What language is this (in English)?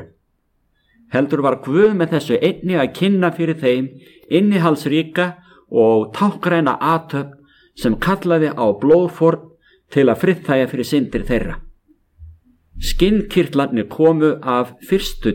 Icelandic